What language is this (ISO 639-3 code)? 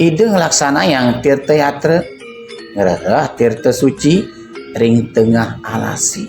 ban